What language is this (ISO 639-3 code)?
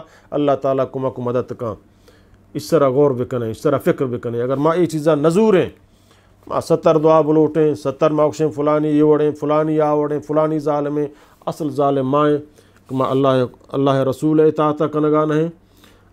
bgp